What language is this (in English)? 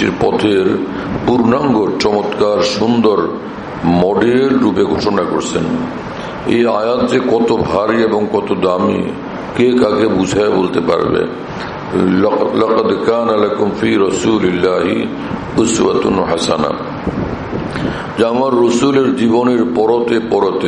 Bangla